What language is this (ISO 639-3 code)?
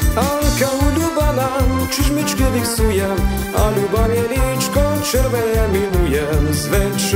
slk